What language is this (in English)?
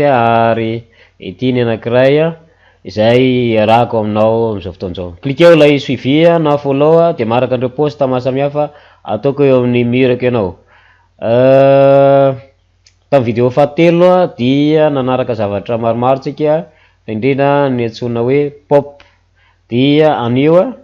Malagasy